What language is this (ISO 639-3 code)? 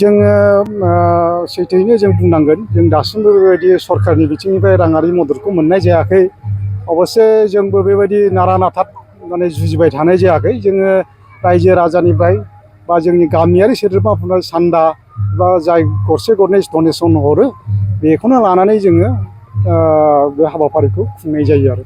brx